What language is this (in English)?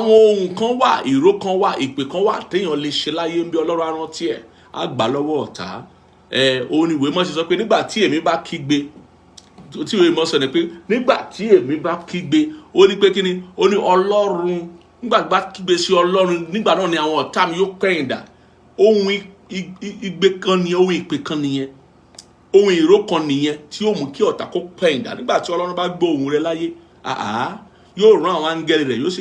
Yoruba